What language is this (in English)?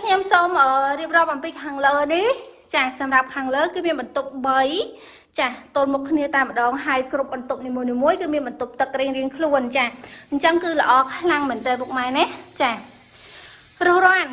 Khmer